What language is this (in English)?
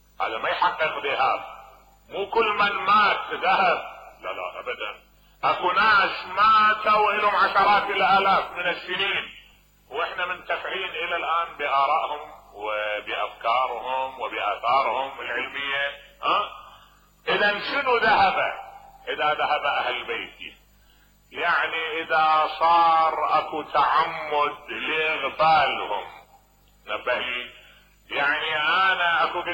Mesopotamian Arabic